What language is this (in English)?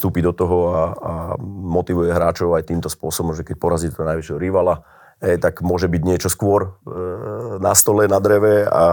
Slovak